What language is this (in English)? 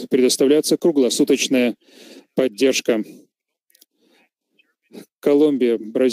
Russian